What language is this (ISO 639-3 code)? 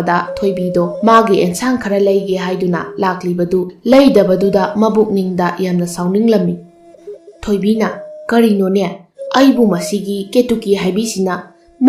mni